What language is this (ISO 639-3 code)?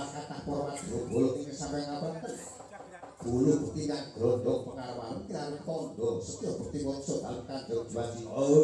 jav